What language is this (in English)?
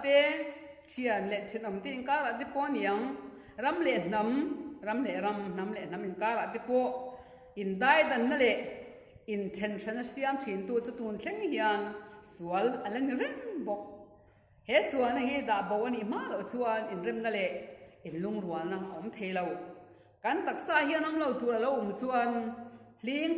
Mizo